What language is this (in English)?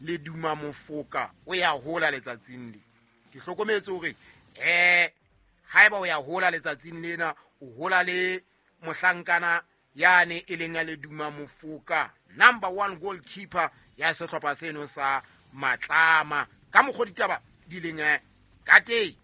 Southern Sotho